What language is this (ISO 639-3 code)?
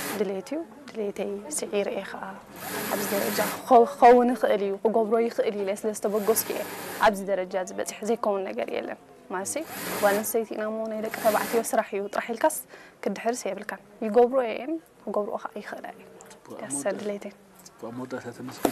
tir